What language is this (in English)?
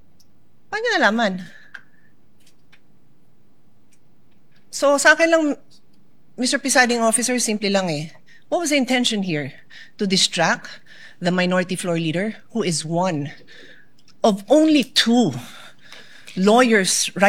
Filipino